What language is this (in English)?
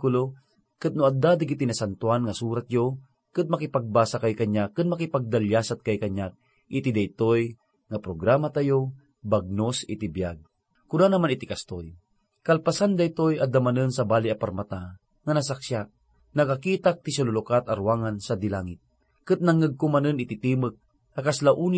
Iloko